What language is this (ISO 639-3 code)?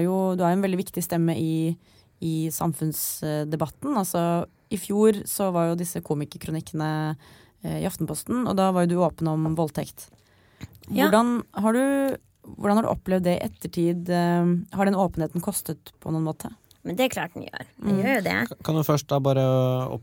nor